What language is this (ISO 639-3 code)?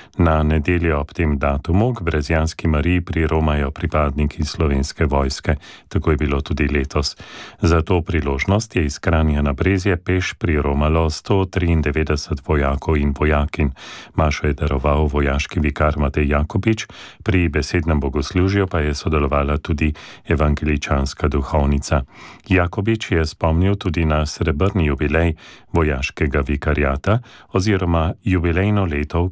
slv